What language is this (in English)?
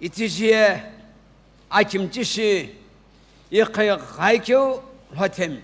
Sumi Naga